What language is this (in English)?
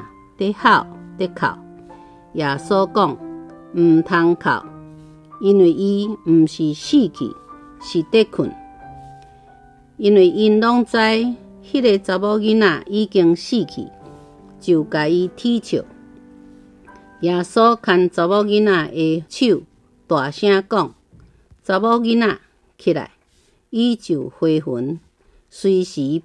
Min Nan Chinese